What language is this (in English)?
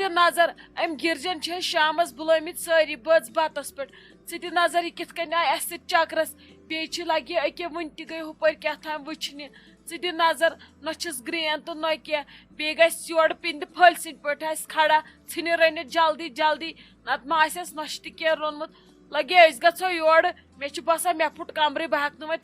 Kashmiri